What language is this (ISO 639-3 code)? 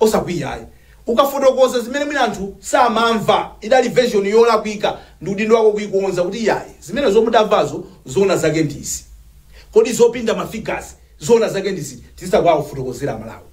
nya